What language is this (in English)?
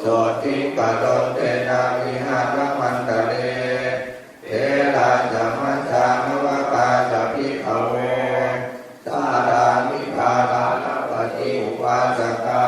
Pali